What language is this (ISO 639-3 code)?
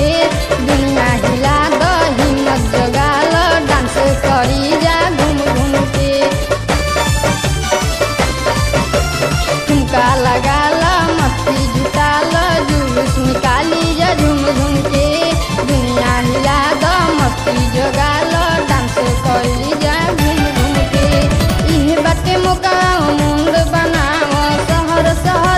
bho